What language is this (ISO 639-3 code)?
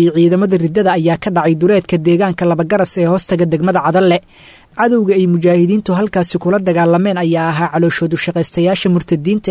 som